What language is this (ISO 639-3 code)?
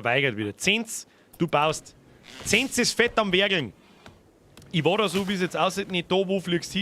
bar